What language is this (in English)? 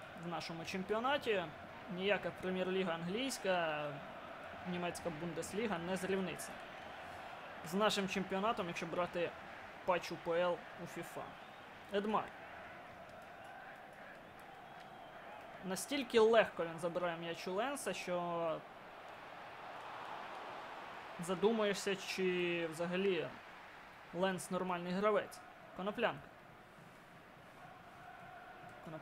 Ukrainian